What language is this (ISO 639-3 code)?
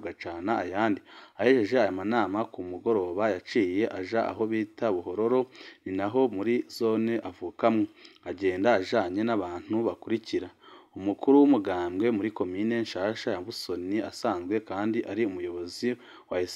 run